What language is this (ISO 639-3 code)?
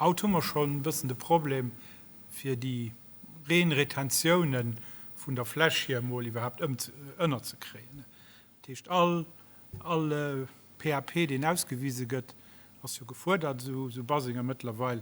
ltz